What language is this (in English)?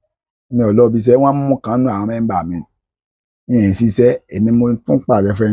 Yoruba